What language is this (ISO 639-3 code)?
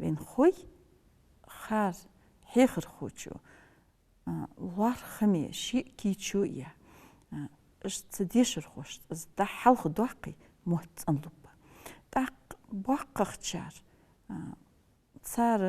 inh